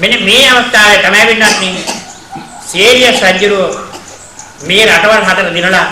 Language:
Sinhala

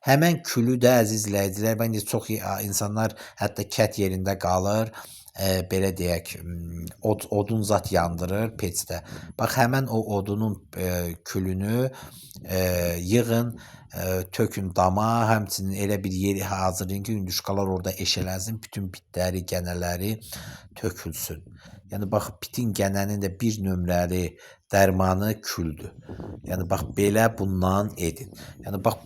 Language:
Azerbaijani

